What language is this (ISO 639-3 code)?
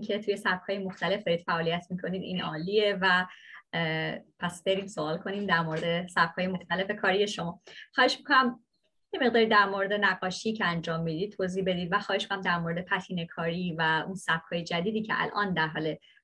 fas